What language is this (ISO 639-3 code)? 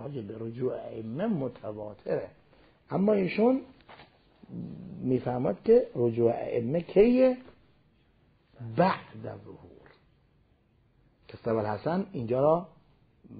fas